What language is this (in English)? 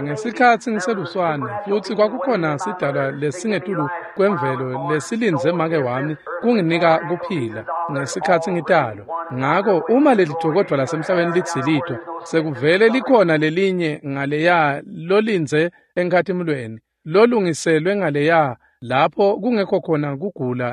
Swati